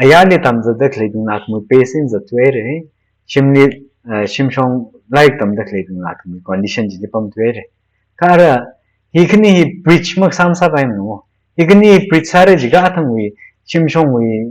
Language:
Tangkhul Naga (India)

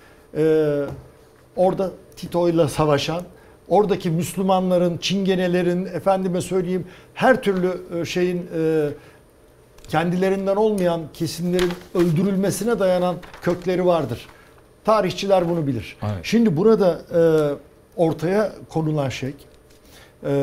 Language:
Turkish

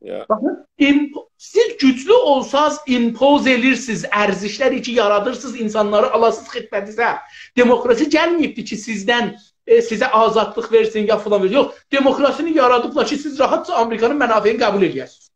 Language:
South Azerbaijani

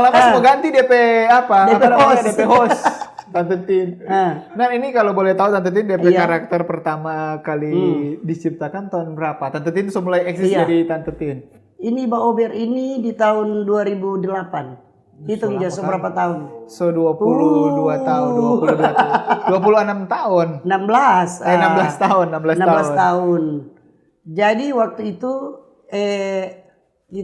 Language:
Manado Malay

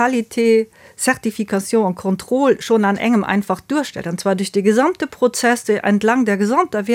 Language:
Luxembourgish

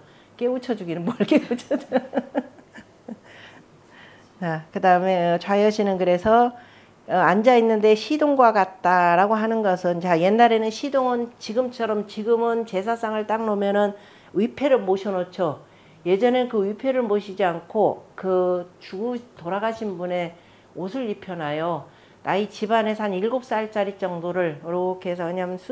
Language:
Korean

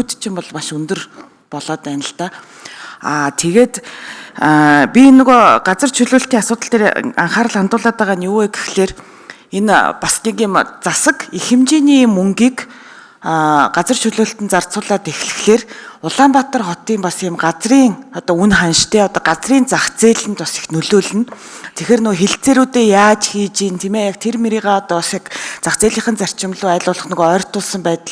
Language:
Mongolian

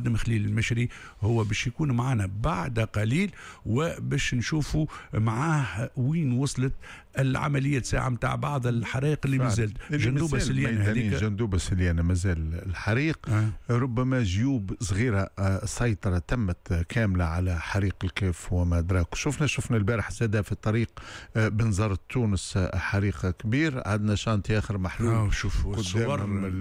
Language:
Tunisian Arabic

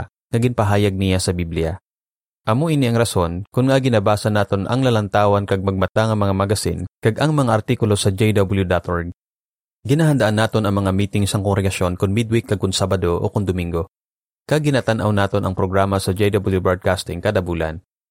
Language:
Hiligaynon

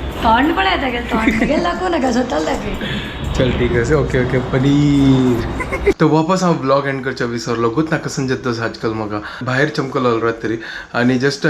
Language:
Konkani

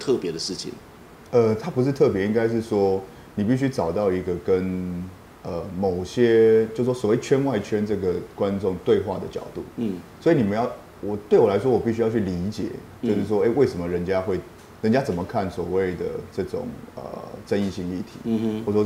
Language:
Chinese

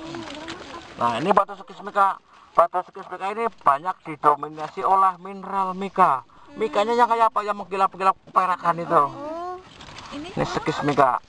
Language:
Indonesian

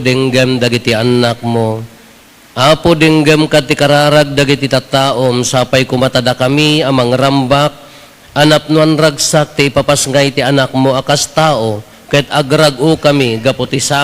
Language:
Iloko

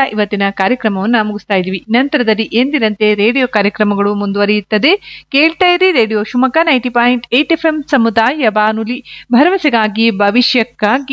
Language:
Kannada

